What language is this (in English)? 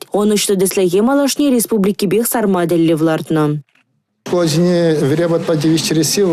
Chuvash